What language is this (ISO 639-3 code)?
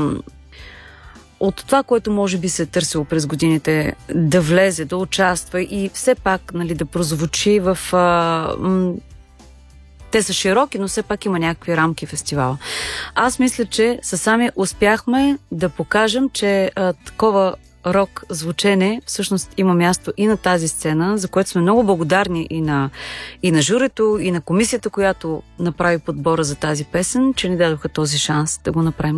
bul